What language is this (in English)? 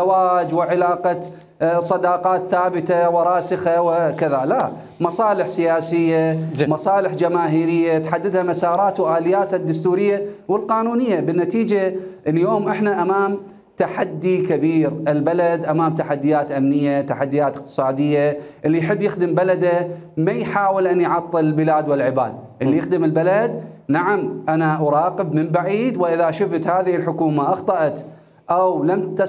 Mesopotamian Arabic